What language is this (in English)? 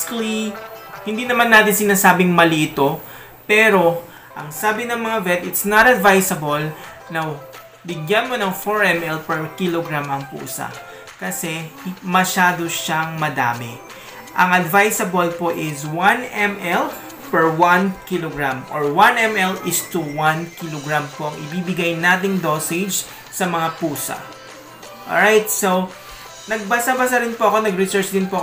Filipino